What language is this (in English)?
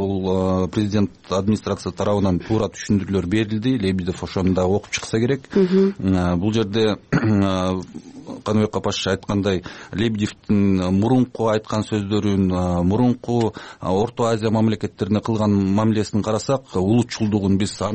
Kyrgyz